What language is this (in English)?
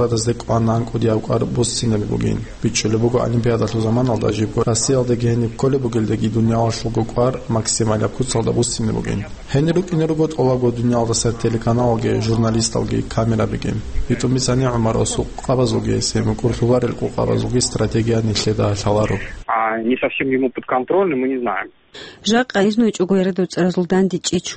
Avaric